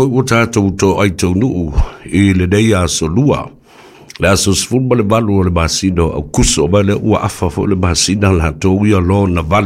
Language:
Samoan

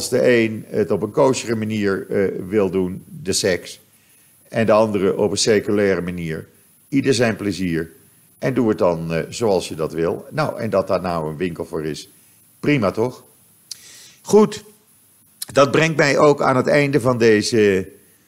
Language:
Dutch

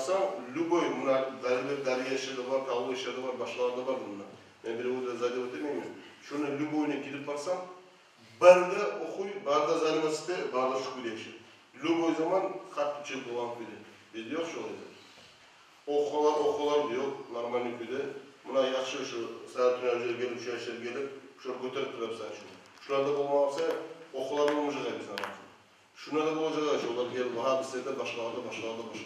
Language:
Kumyk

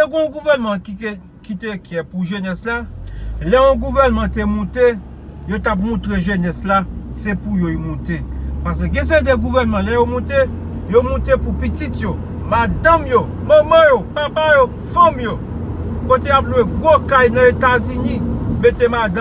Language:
Haitian Creole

